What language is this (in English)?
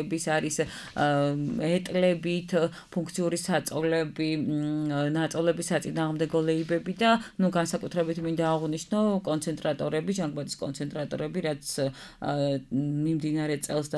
Georgian